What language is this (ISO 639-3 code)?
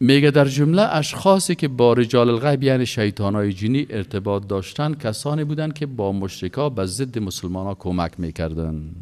fas